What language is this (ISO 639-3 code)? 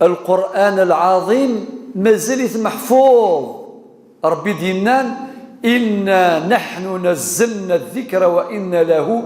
kab